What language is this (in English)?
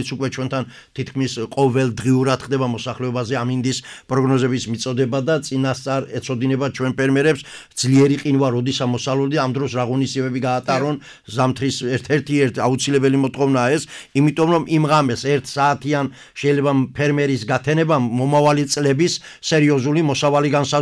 Georgian